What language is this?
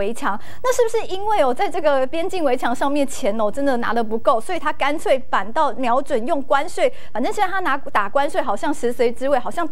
Chinese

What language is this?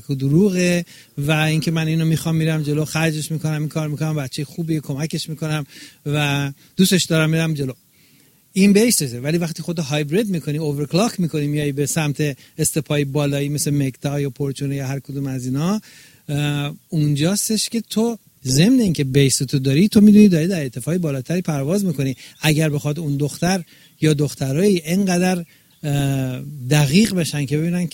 Persian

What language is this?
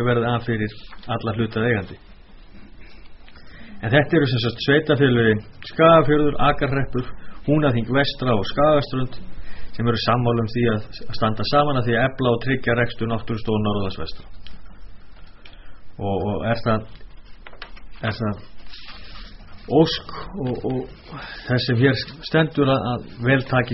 Icelandic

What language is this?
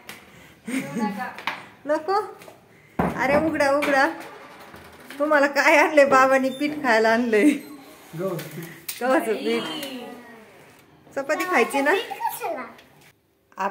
Marathi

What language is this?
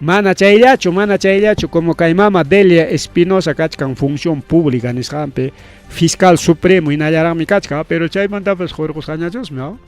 Ayacucho Quechua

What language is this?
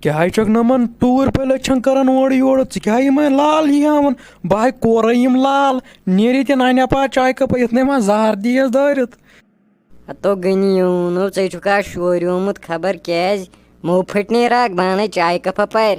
Kashmiri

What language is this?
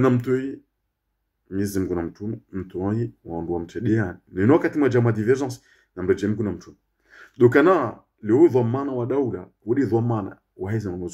Ngazidja Comorian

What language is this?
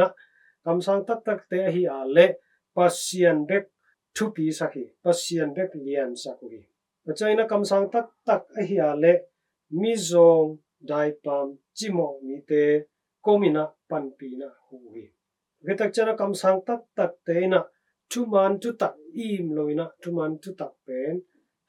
Tedim Chin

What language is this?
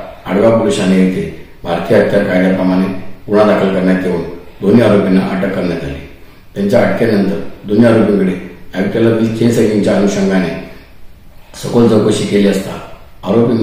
Marathi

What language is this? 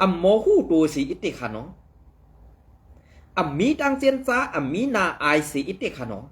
Shan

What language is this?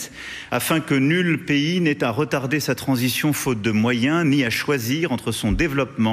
French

